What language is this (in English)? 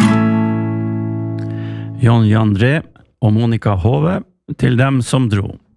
Norwegian